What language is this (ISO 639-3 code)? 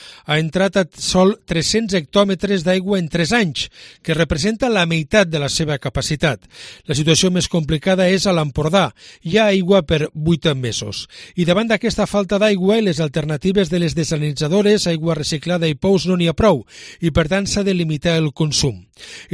cat